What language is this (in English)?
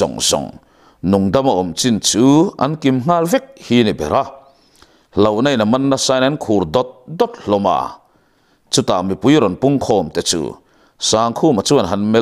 Mizo